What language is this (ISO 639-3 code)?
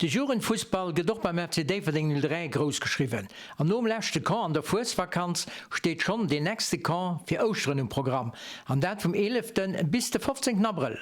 ltz